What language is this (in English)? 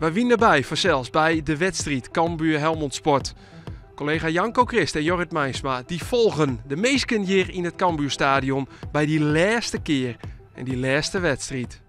Western Frisian